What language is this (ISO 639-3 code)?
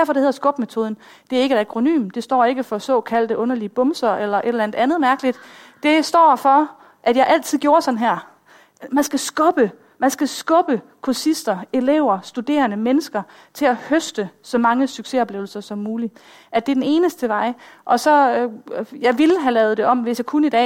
dan